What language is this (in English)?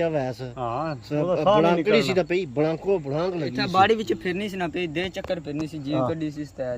Pahari-Potwari